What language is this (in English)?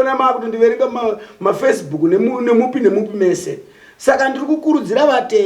Shona